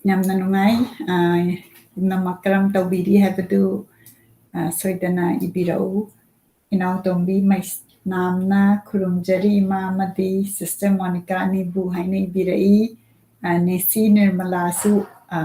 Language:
Manipuri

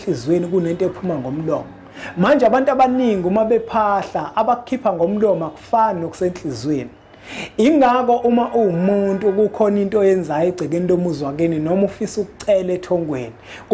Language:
Zulu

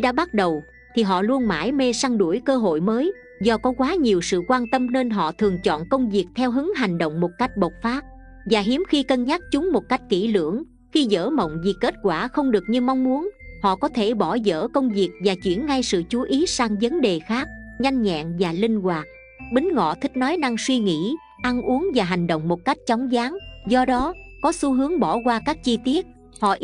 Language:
Vietnamese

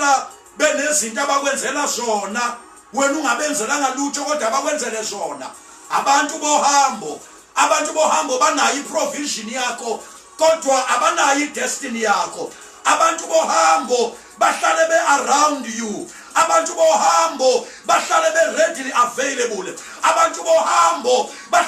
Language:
Zulu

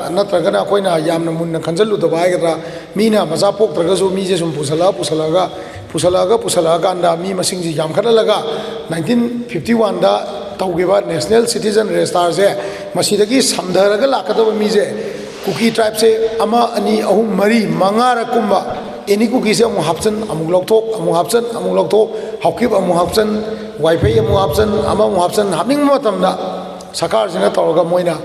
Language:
Manipuri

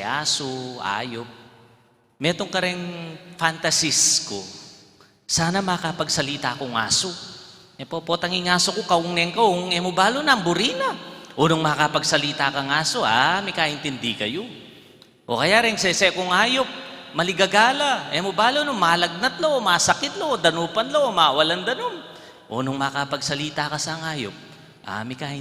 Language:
Pampanga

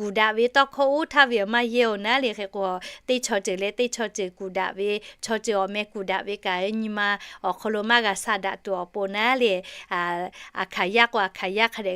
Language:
Lahu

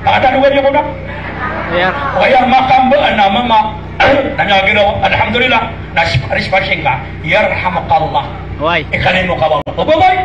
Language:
Maranao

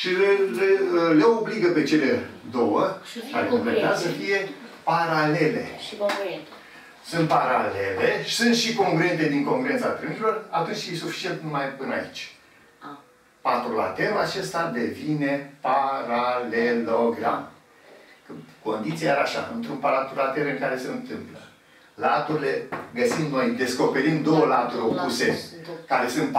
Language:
Romanian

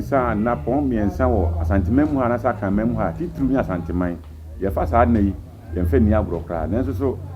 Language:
Akan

